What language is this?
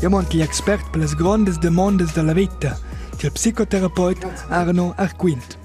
Romansh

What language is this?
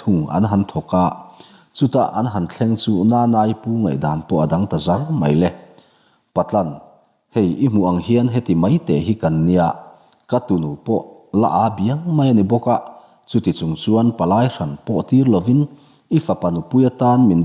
Mizo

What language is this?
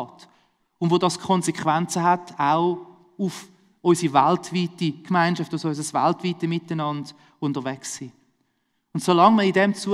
Swiss German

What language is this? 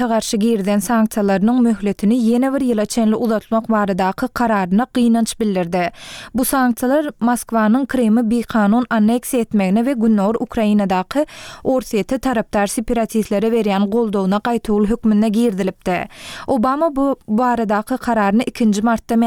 Turkmen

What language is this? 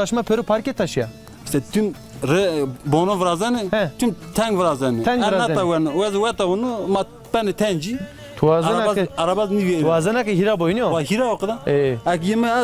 Zaza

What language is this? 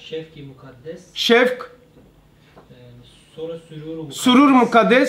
Turkish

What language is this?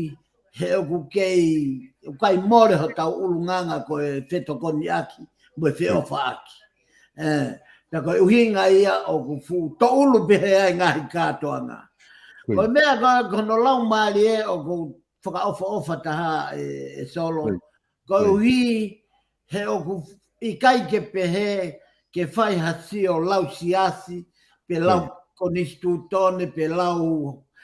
Tongan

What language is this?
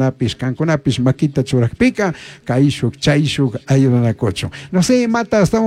Chimborazo Highland Quichua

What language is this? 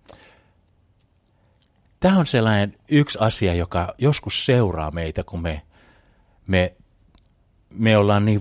Finnish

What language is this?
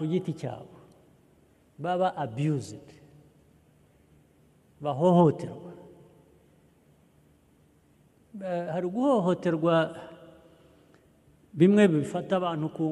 Kinyarwanda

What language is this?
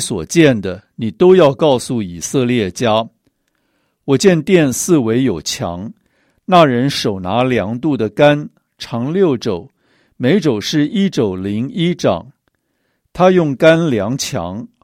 Chinese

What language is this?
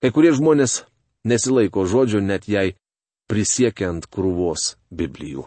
Lithuanian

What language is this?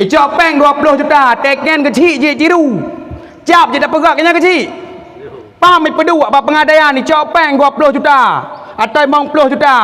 Achinese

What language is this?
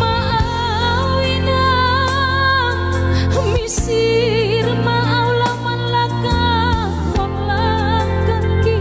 Batak Simalungun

